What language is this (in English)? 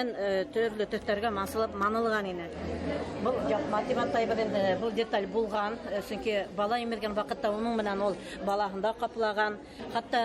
Bashkir